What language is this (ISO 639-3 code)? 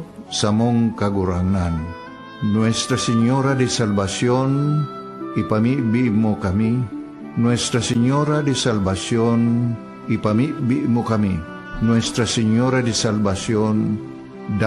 bik